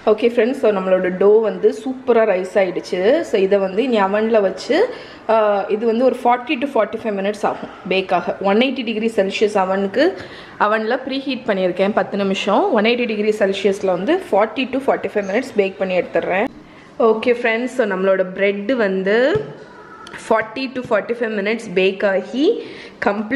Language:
Tamil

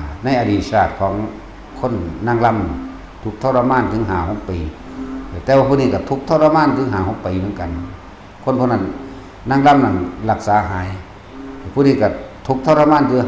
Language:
Northeastern Thai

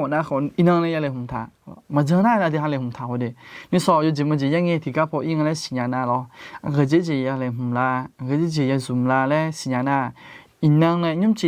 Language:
Akha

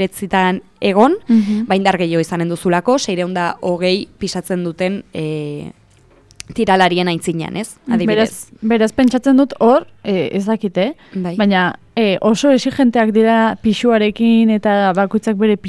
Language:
Basque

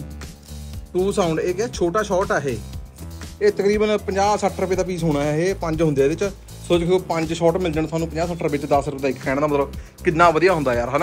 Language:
Punjabi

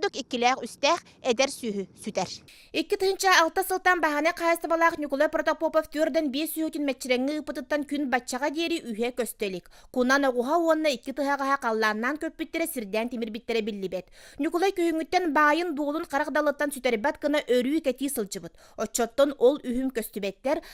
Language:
Yakut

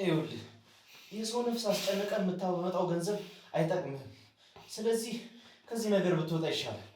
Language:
Amharic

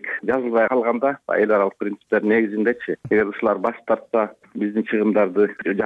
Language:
Kyrgyz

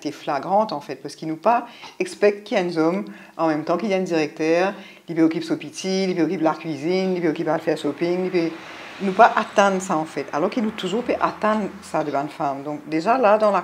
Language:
Morisyen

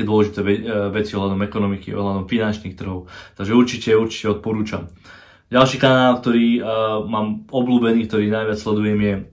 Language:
Slovak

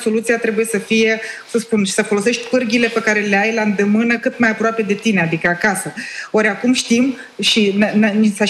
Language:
Romanian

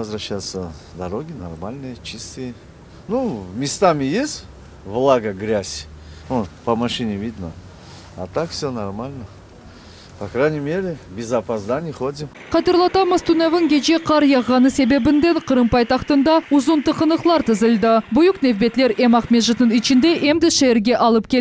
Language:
Crimean Tatar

